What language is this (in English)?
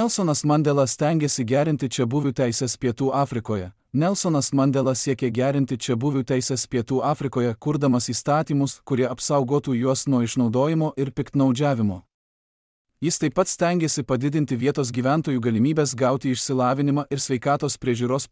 Lithuanian